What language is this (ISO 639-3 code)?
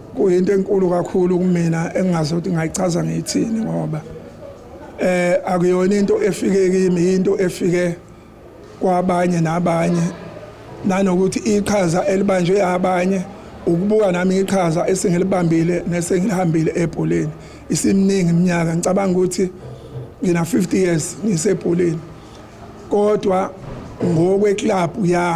zul